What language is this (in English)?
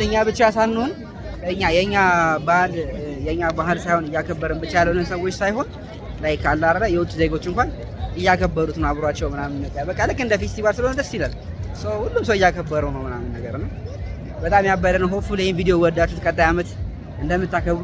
Amharic